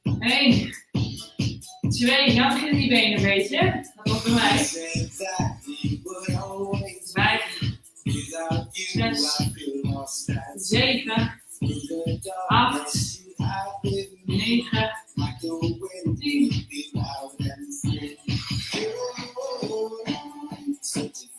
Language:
Dutch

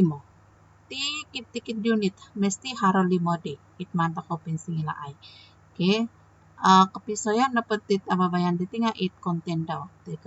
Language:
Central Dusun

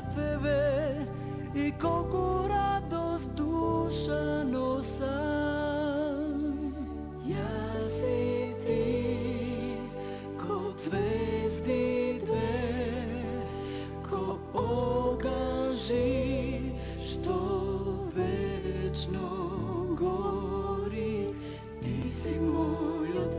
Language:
Macedonian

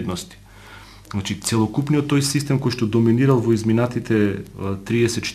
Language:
Macedonian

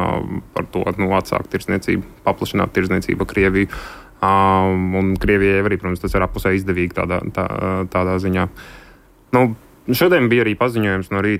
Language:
Latvian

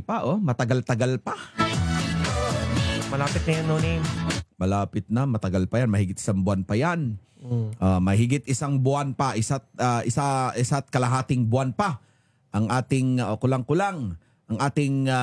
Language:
Filipino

